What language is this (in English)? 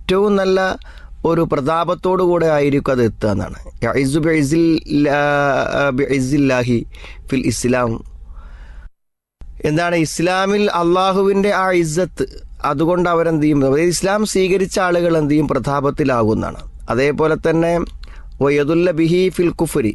Malayalam